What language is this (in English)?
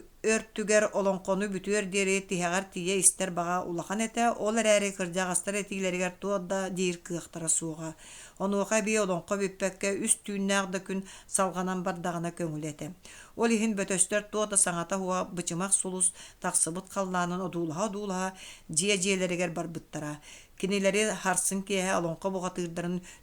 Yakut